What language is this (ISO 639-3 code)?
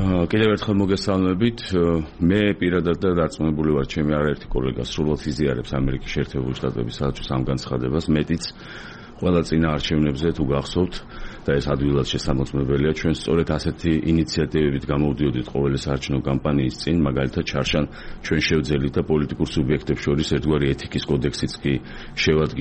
kat